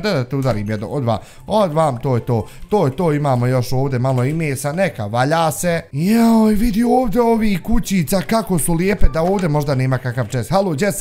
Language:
Bosnian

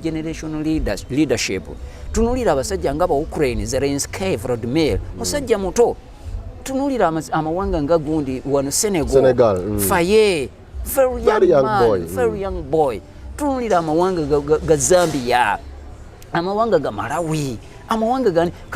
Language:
Ganda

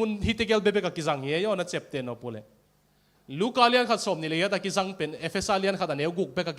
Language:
Tedim Chin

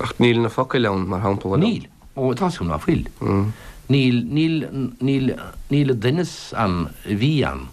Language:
Irish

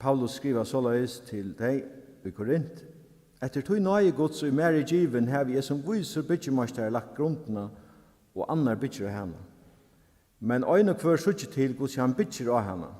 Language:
Faroese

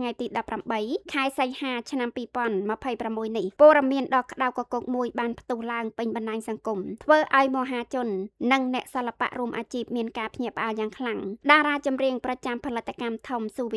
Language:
Khmer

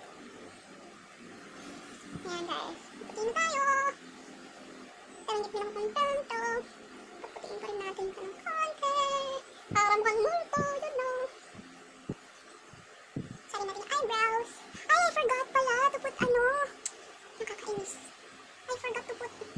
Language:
Filipino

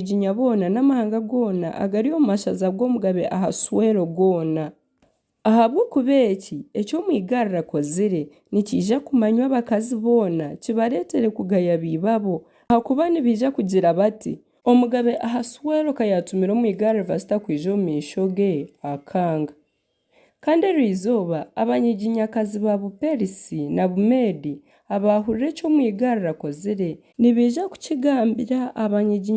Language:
Nyankole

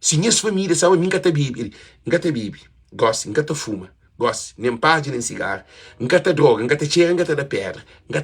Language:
Kabuverdianu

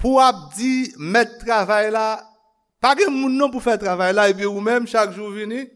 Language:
Haitian Creole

